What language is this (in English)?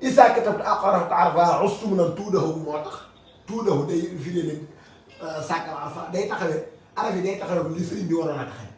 Wolof